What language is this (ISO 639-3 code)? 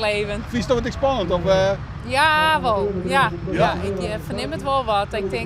fry